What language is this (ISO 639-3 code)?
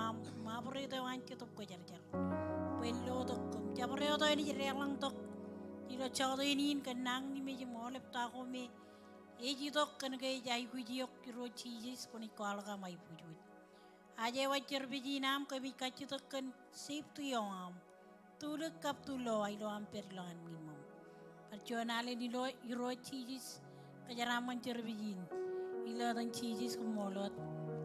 mah